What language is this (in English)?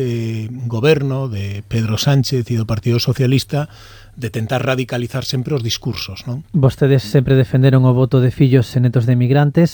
Galician